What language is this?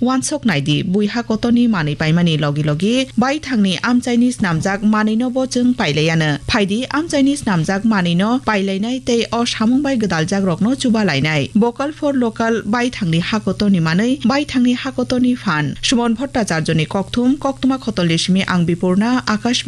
Kok Borok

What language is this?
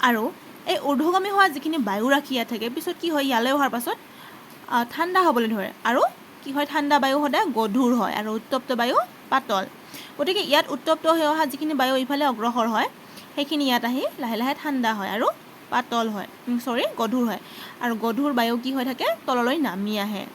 Assamese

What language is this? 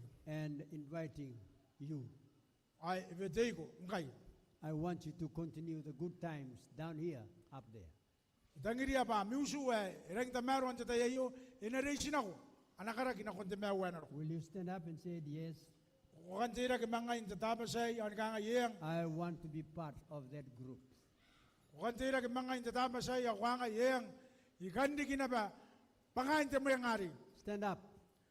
Gilbertese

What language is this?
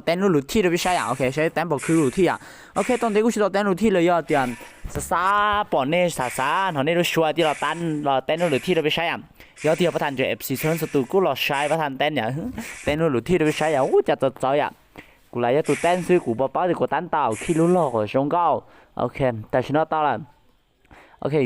Hmong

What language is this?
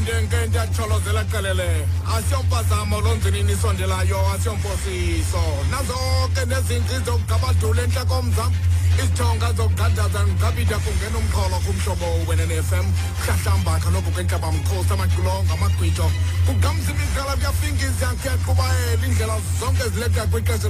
Xhosa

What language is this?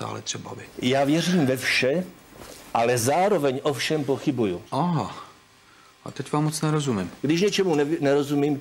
Czech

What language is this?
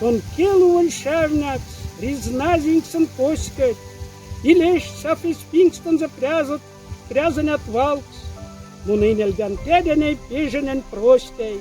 Moksha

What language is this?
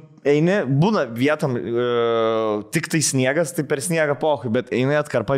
Lithuanian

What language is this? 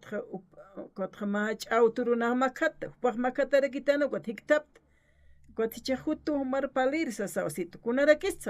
Aymara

